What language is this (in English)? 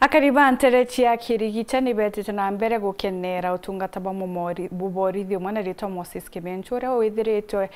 Meru